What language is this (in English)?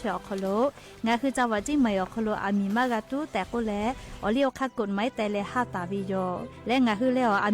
Lahu